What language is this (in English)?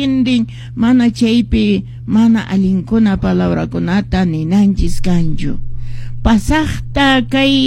Quechua